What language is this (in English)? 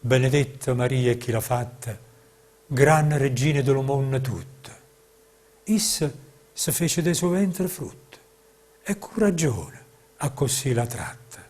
Neapolitan